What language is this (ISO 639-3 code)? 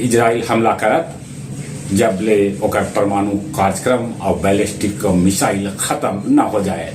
mag